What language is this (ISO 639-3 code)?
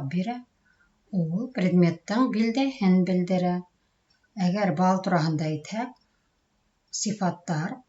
bak